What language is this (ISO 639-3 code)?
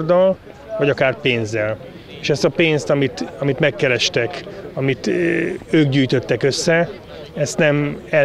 hun